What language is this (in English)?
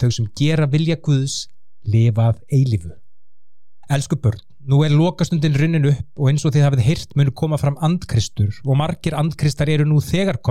Icelandic